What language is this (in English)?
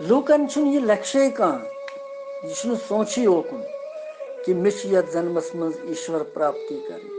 Kashmiri